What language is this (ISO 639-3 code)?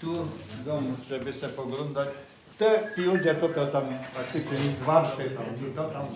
szl